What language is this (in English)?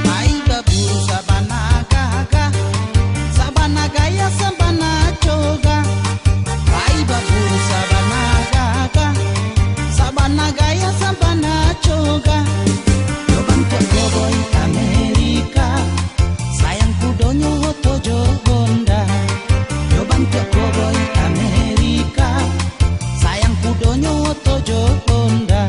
Minangkabau